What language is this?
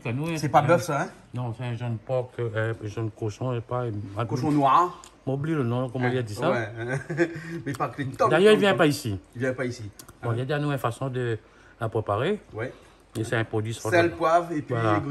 Réunion Creole French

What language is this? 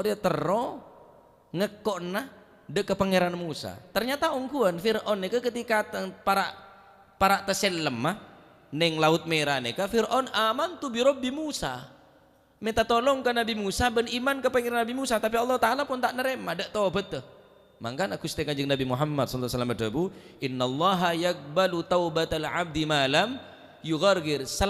Madurese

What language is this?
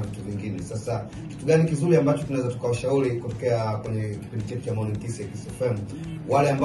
Swahili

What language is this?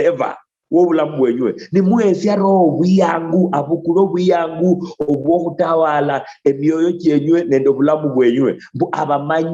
Luyia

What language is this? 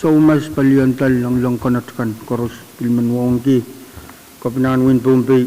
Pohnpeian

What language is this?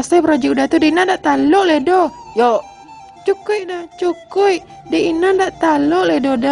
Minangkabau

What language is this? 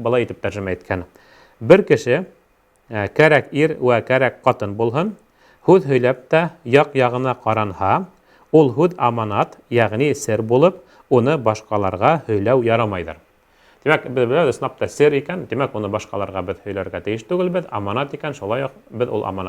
Bashkir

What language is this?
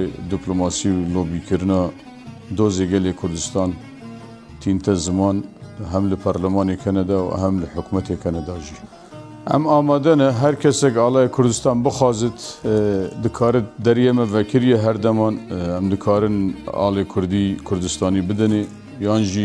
Kurdish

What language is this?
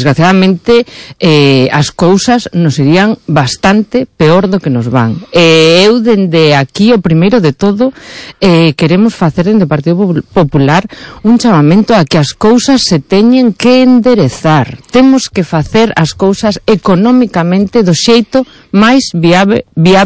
Galician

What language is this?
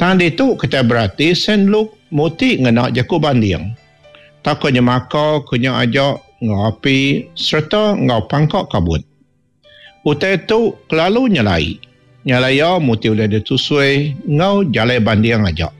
Iban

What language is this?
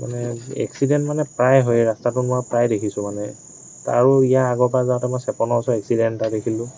Assamese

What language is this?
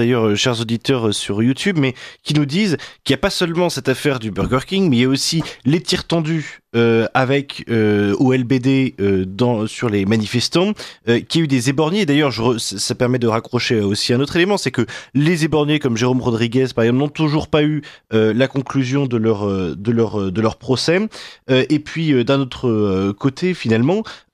French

